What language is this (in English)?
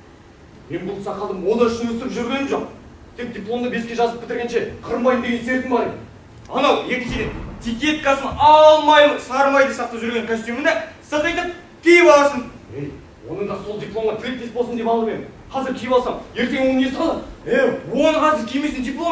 Kazakh